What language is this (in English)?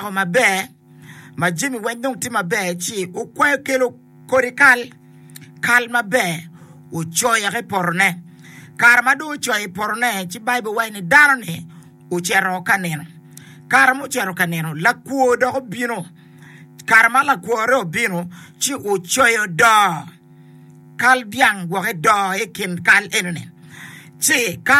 Acoli